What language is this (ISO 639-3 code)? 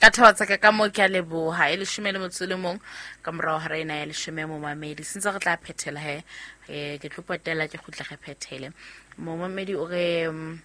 sot